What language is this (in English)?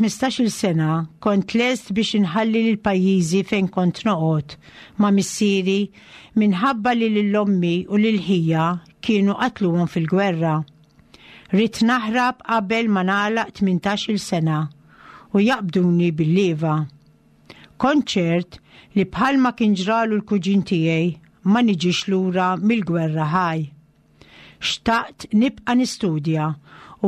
Maltese